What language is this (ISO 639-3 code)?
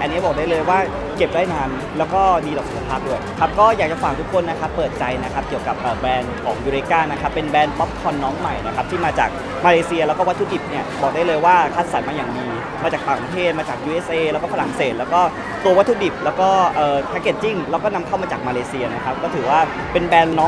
tha